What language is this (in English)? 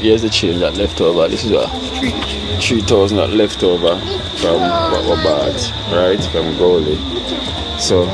Jamaican Creole English